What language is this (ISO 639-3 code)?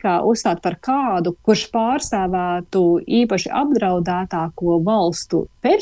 lav